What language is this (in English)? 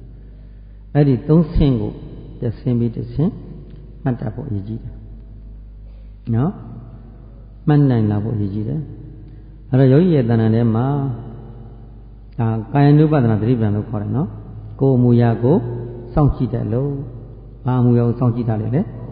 Burmese